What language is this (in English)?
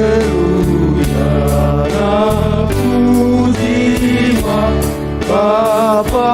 Batak Simalungun